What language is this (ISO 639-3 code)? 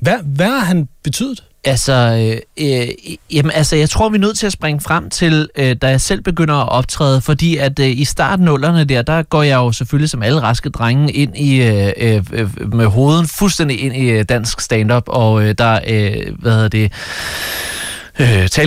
dan